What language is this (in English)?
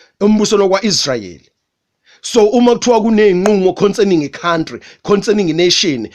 Zulu